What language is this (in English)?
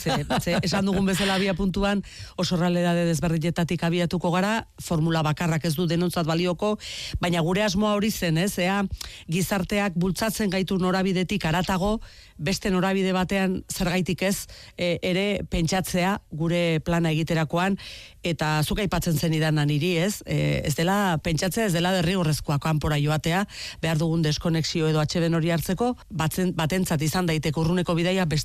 Basque